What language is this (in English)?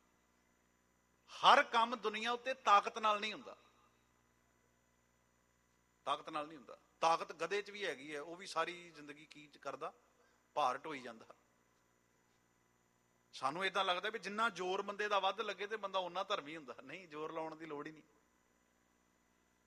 Punjabi